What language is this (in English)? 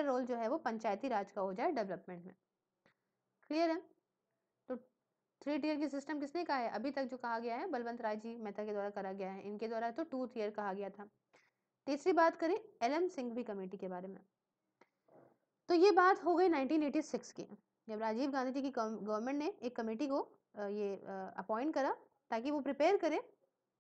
Hindi